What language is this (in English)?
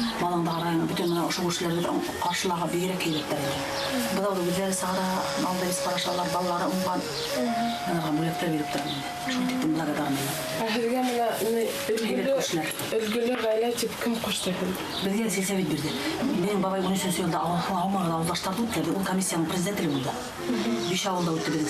Bashkir